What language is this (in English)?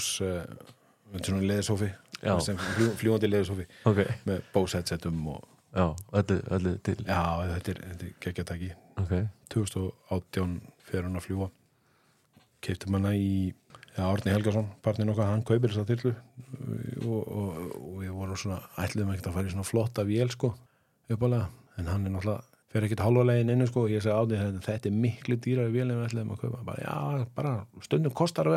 Icelandic